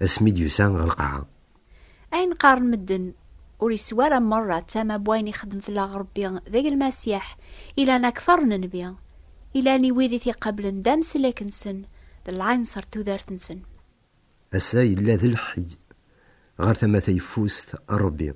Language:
Kabyle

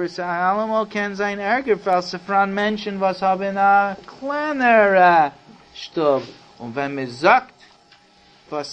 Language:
Yiddish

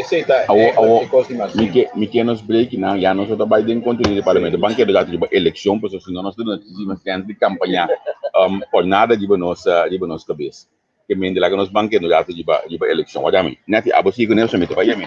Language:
Papiamento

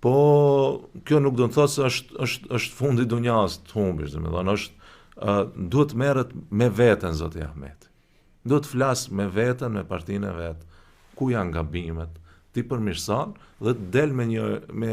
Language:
Albanian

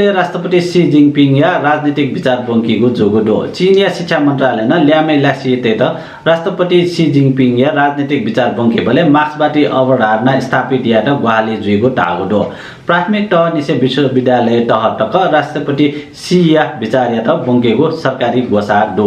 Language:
Newari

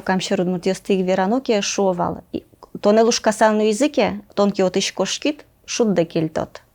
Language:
Udmurt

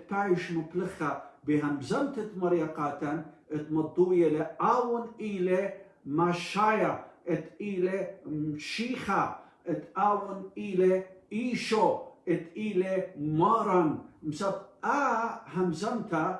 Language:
Assyrian Neo-Aramaic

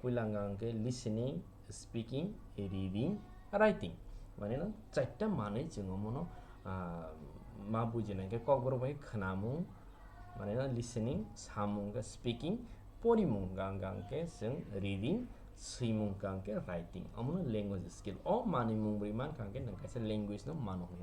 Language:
Kok Borok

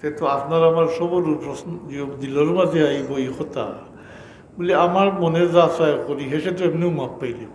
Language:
Sylheti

